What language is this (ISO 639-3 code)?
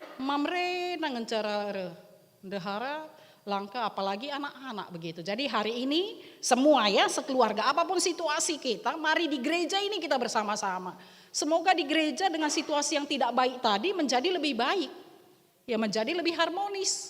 btx